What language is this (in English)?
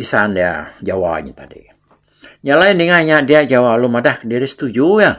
Iban